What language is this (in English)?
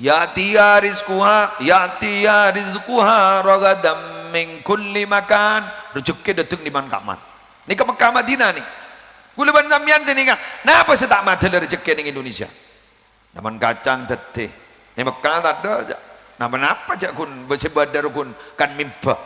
Madurese